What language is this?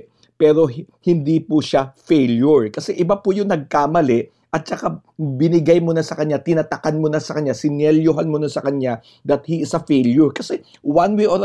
Filipino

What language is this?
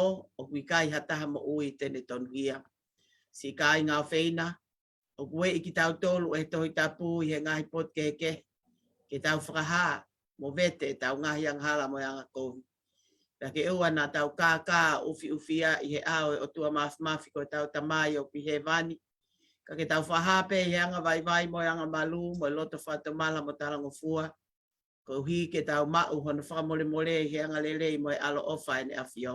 Tongan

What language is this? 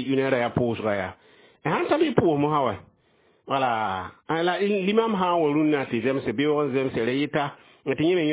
Mossi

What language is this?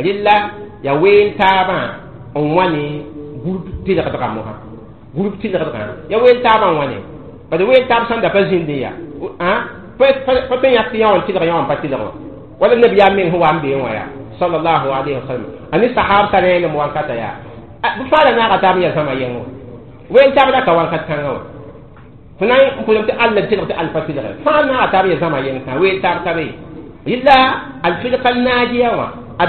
Mossi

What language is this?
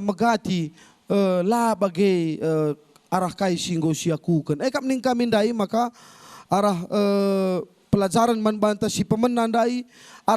Batak Karo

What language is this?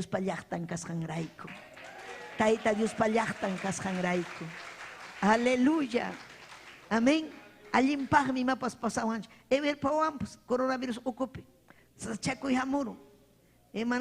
Ayacucho Quechua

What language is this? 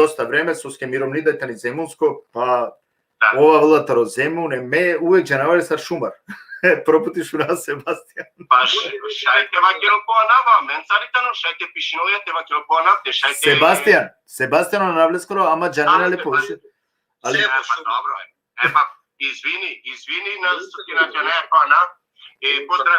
Balkan Romani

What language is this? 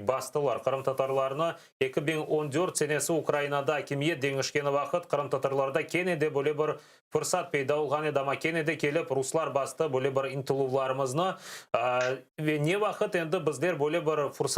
Crimean Tatar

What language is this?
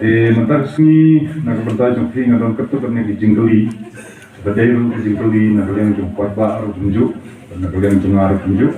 Khasi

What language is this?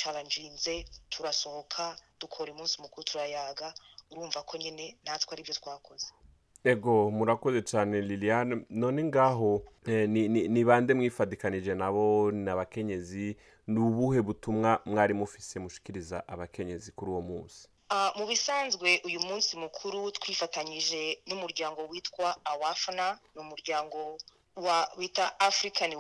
Rundi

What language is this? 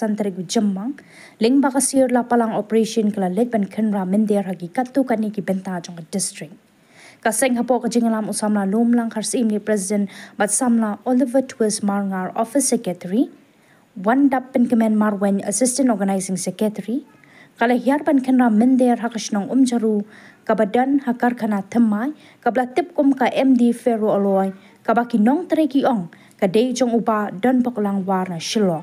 Khasi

